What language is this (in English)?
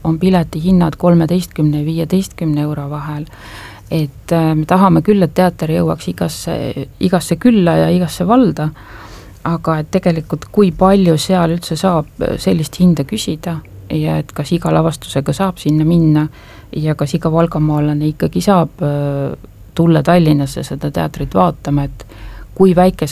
Estonian